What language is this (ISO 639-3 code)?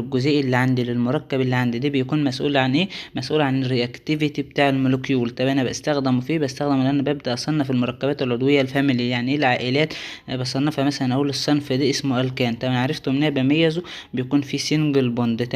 arz